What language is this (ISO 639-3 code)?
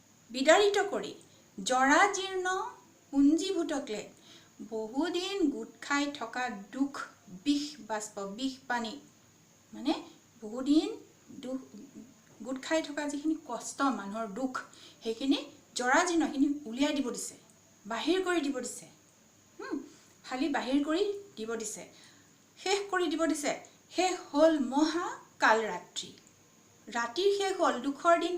asm